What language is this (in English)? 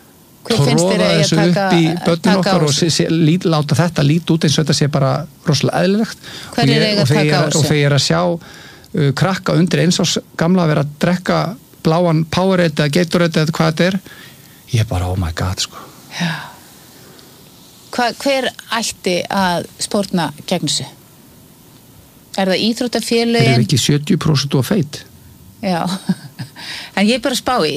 Icelandic